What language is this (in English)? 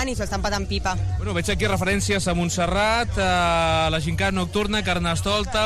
Catalan